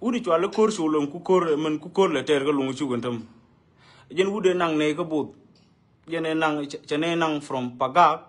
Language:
Nuer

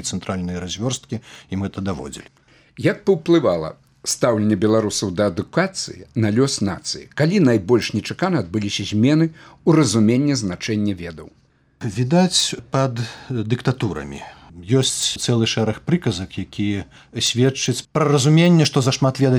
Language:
Belarusian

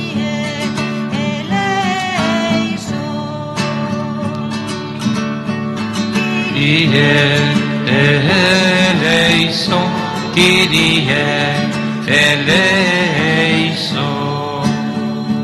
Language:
Spanish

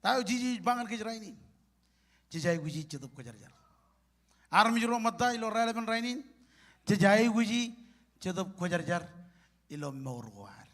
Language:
Marshallese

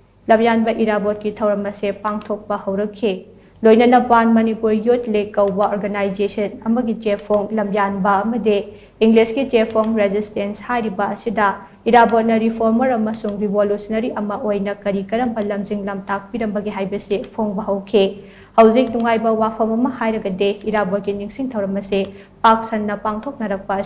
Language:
Manipuri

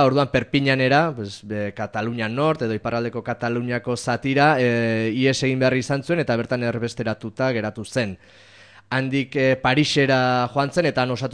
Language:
Basque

